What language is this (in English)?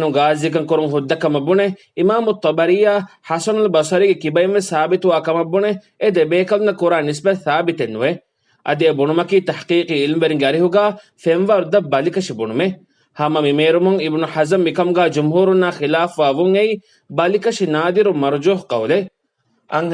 Divehi